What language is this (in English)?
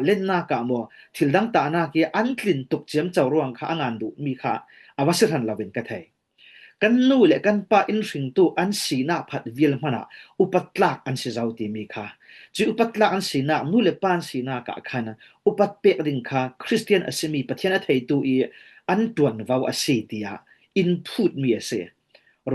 Falam Chin